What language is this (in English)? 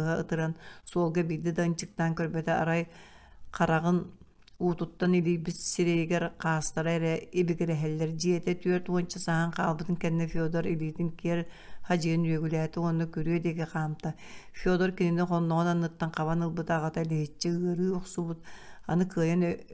Yakut